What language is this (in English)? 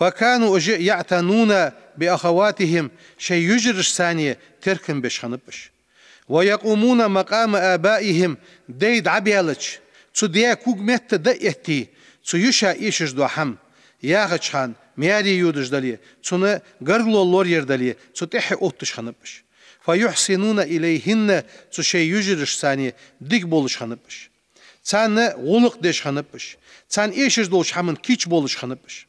Ingush